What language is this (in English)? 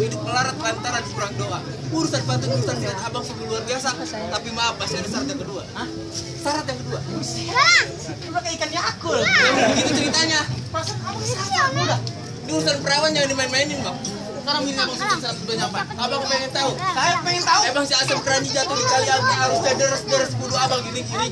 Betawi